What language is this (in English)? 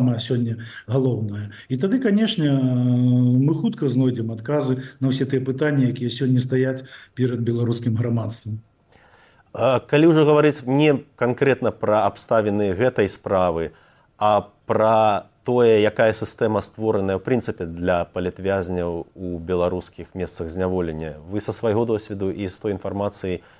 Belarusian